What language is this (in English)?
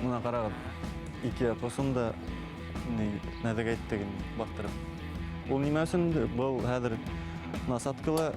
Bashkir